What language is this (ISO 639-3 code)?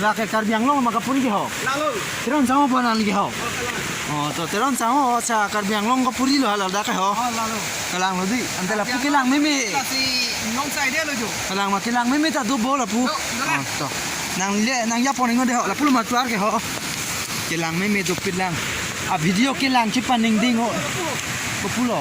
mjw